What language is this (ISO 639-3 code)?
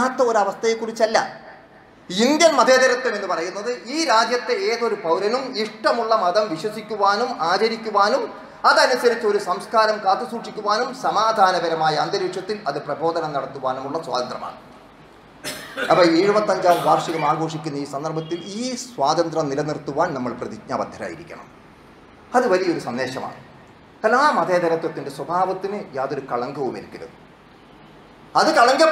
mal